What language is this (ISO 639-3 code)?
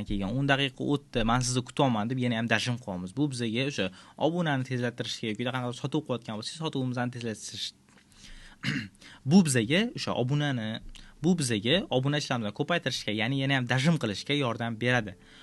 uzb